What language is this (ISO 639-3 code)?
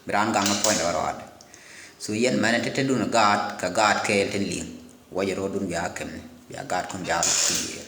nus